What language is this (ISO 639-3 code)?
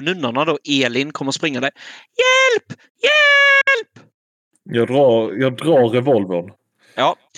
swe